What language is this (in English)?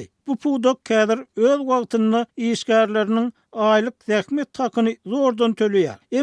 Turkmen